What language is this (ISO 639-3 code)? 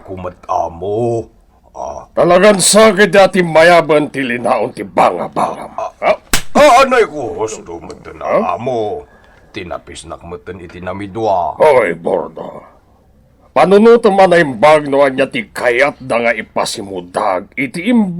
ilo